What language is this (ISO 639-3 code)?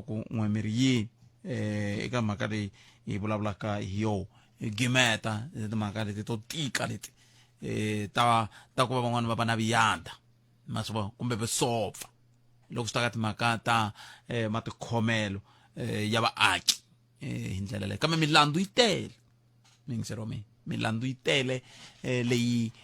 tso